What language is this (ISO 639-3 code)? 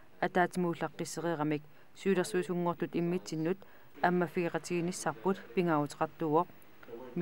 kal